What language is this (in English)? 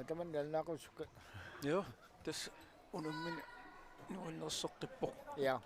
Kalaallisut